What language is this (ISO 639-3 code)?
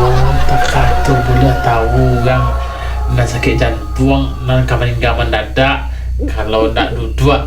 min